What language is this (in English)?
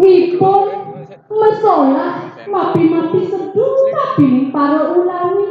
Balinese